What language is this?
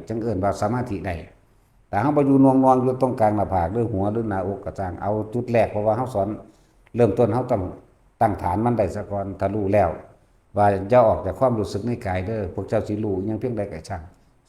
Lao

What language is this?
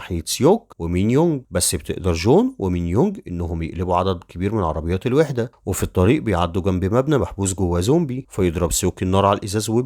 Egyptian Arabic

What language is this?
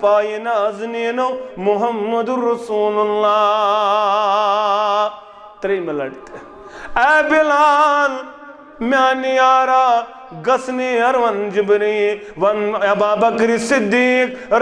Kashmiri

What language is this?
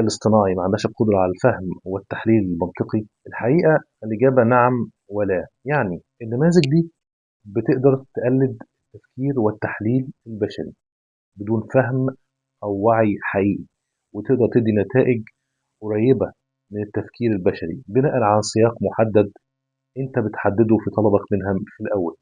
Egyptian Arabic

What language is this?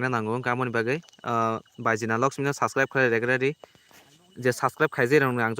Kok Borok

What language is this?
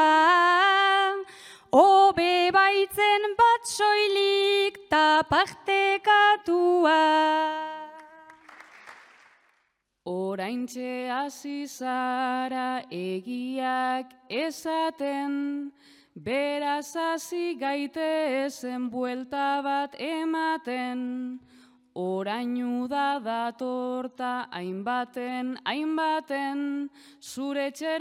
Basque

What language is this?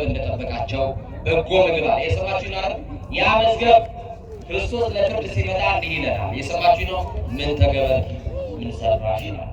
Amharic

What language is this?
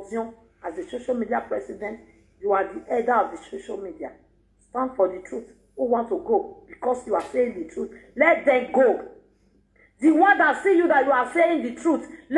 Nigerian Pidgin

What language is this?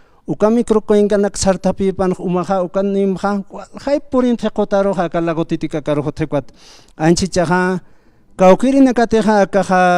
Aymara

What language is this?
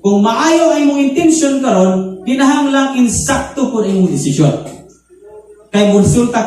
Cebuano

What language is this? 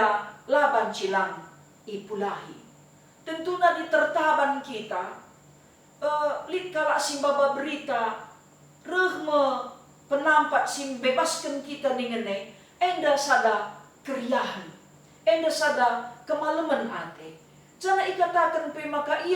Batak Karo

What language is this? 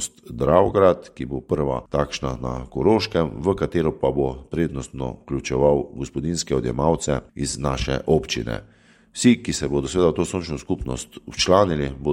Slovenian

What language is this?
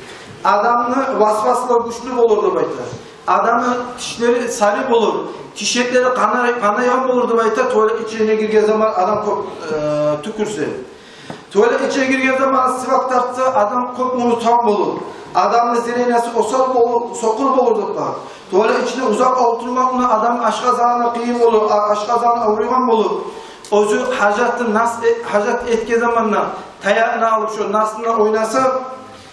Kumyk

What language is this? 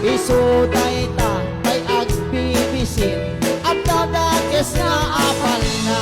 Iloko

